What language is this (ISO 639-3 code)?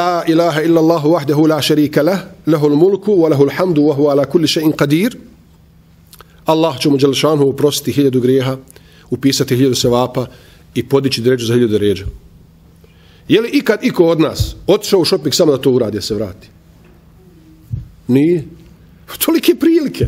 bos